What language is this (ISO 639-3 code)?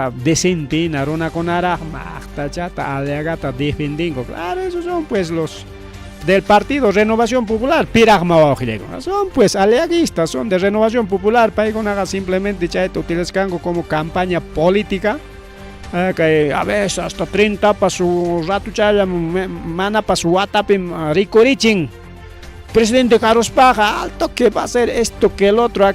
quy